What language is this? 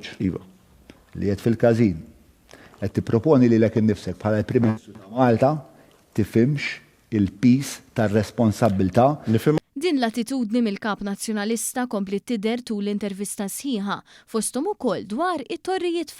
Maltese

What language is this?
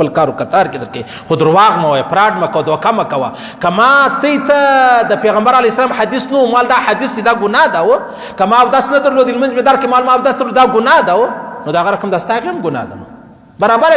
Pashto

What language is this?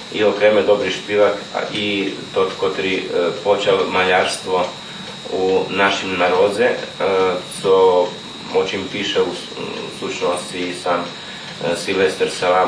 Rusyn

